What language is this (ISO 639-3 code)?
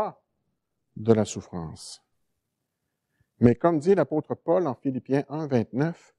fra